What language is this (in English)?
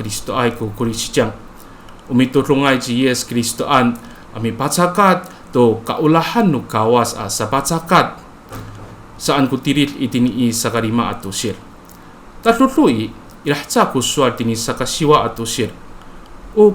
Amis